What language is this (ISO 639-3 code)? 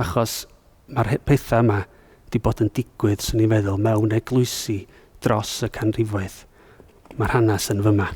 cym